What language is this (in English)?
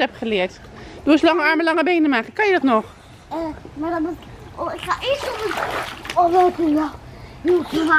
Dutch